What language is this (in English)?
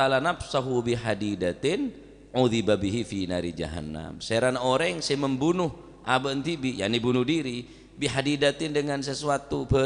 Madurese